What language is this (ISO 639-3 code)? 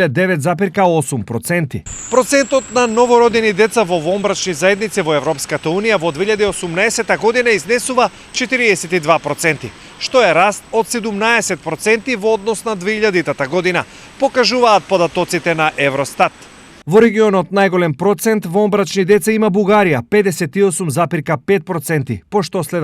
mkd